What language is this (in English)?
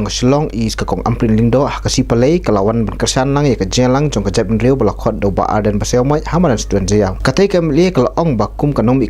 Khasi